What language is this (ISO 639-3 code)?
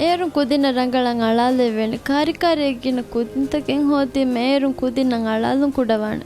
div